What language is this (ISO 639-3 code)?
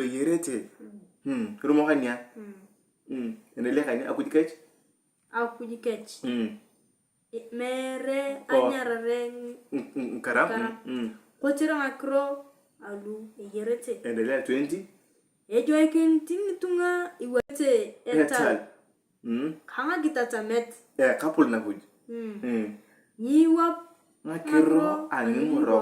tuv